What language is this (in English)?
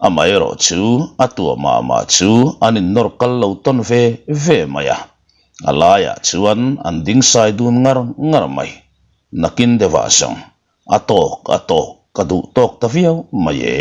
Mizo